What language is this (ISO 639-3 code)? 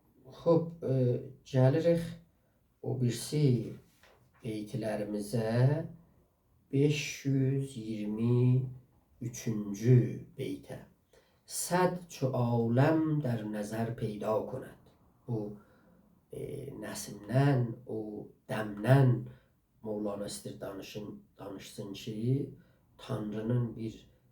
azb